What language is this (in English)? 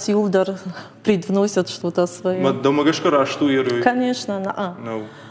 Ossetic